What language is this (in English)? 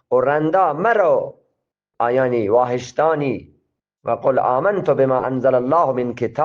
Eastern Balochi